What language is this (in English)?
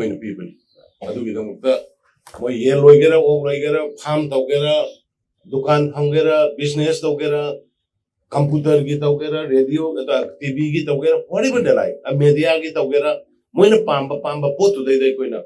Manipuri